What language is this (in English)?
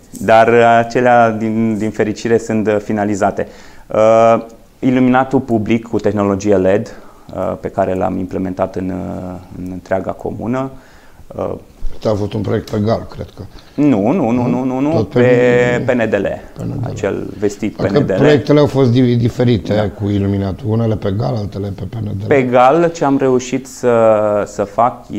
Romanian